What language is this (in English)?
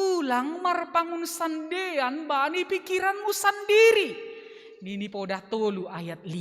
Batak Simalungun